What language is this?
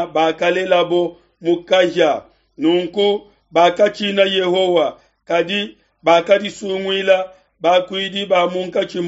Luba-Lulua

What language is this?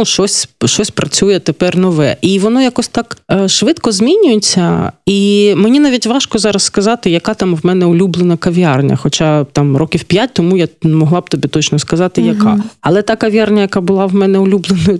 Ukrainian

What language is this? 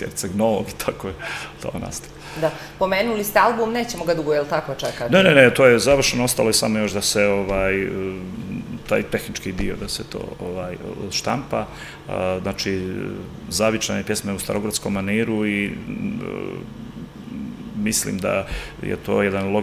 Serbian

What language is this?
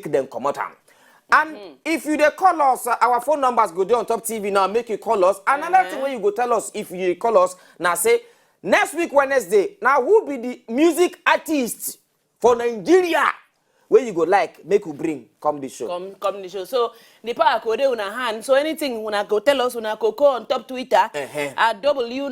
Nigerian Pidgin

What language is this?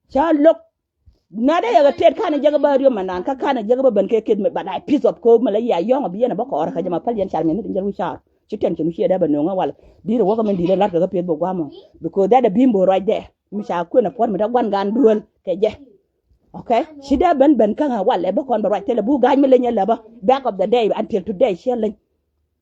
Nuer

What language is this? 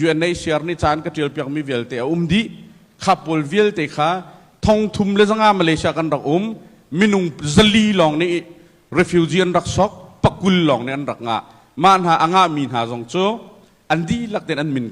Hakha Chin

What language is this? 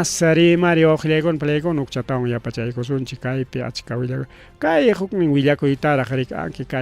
Ayacucho Quechua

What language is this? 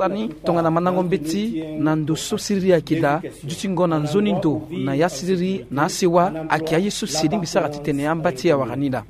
Sango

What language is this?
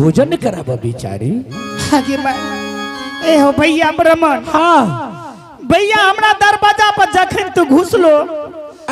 Angika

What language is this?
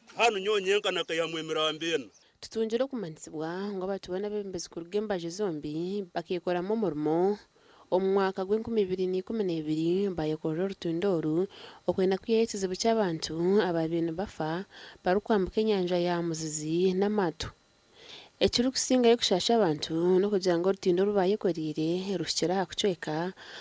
Nyankole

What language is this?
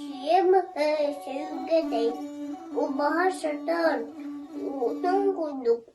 Yakut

